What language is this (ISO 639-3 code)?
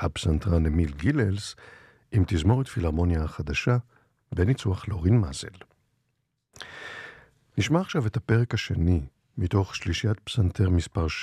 heb